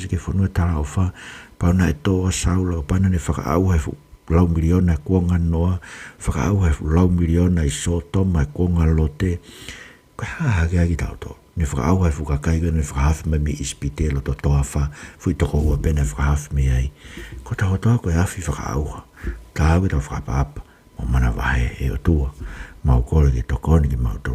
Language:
Tongan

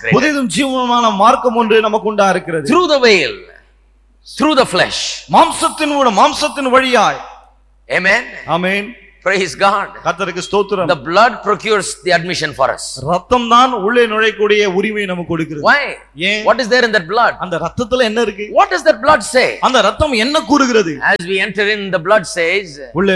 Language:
Tamil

